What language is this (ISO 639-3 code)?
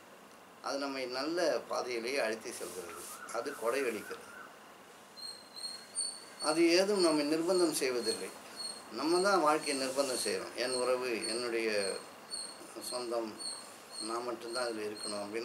tam